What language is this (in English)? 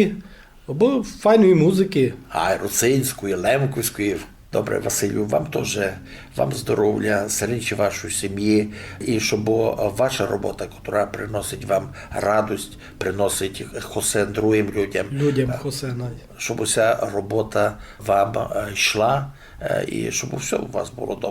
Rusyn